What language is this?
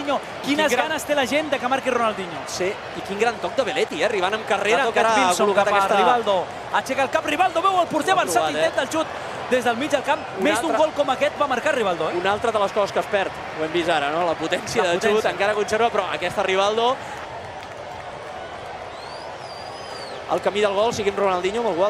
Catalan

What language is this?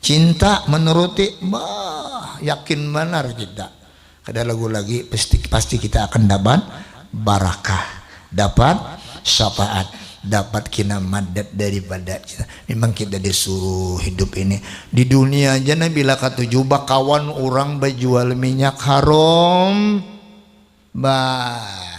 Banjar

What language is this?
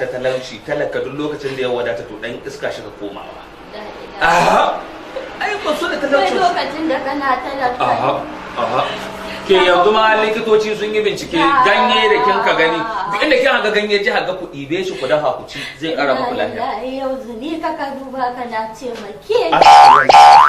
Hausa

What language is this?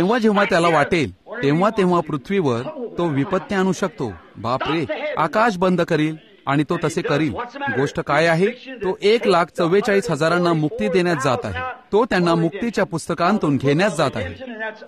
Marathi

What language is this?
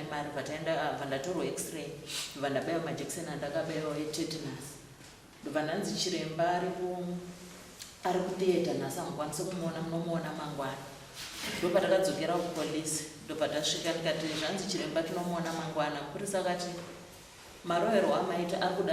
Shona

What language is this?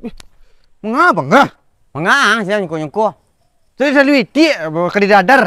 Minangkabau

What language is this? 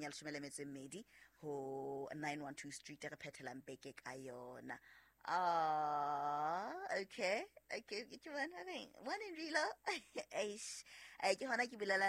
Southern Sotho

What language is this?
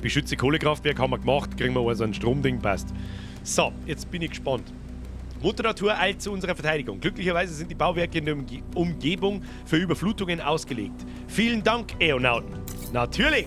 Bavarian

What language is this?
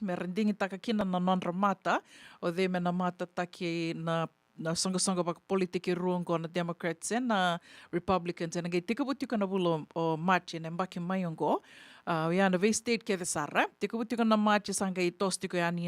Fijian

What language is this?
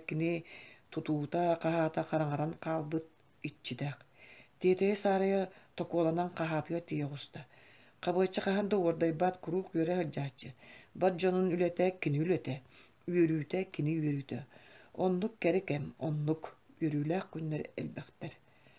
Yakut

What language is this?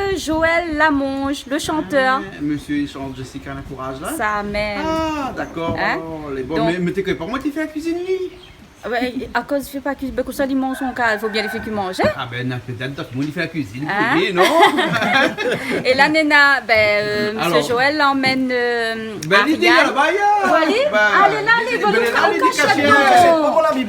Réunion Creole French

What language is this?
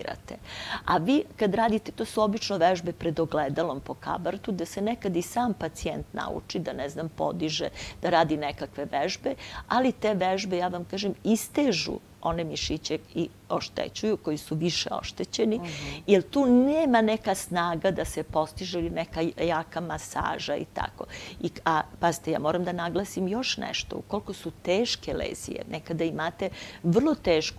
Serbian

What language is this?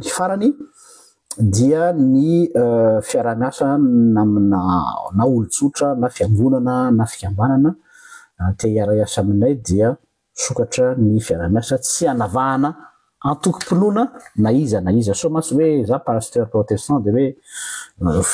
Malagasy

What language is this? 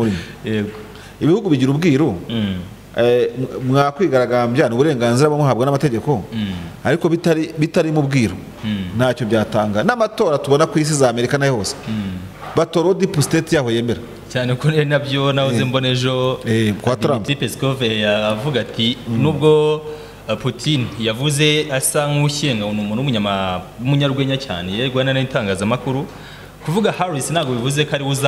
Kinyarwanda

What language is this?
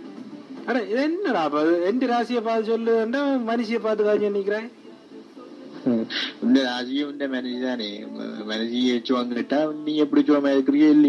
Tamil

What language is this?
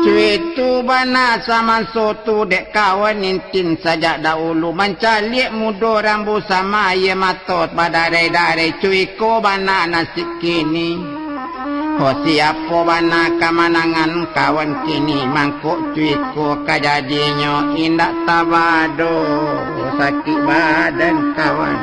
Minangkabau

